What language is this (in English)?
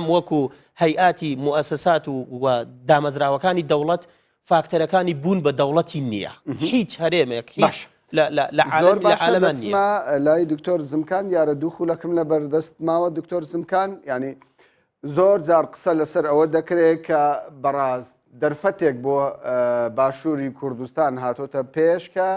Central Kurdish